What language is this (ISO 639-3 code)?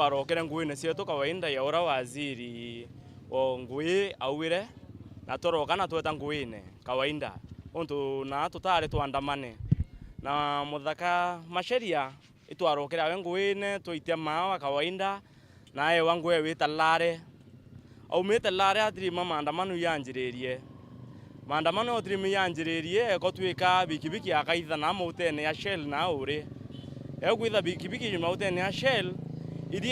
mer